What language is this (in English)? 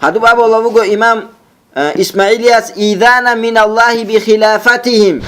Avaric